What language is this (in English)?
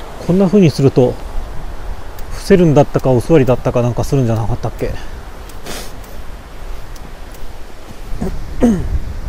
Japanese